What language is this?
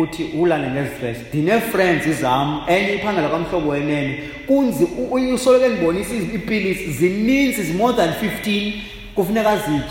Xhosa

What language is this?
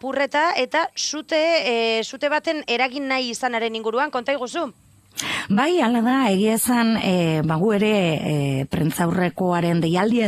Basque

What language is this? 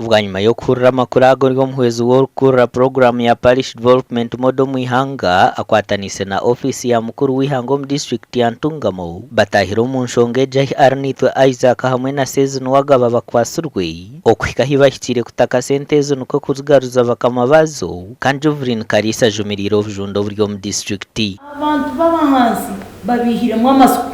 Nyankole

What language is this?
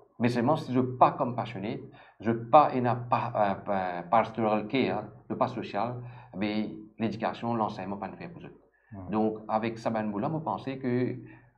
Morisyen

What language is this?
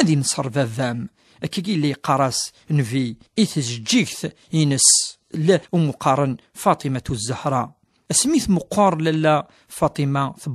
Kabyle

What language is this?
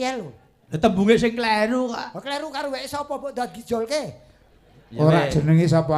Javanese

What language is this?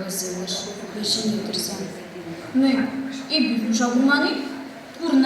Chuvash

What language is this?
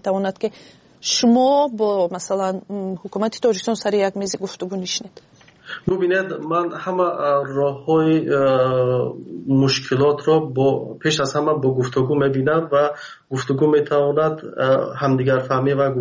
Persian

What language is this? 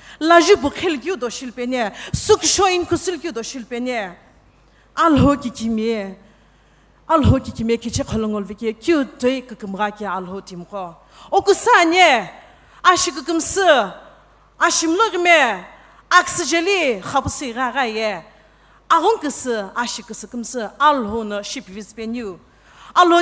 Sumi Naga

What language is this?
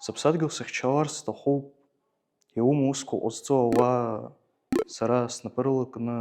Abkhazian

